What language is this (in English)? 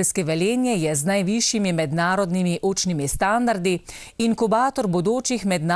Slovenian